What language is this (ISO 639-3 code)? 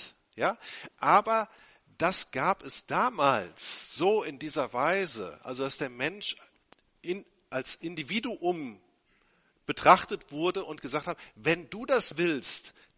deu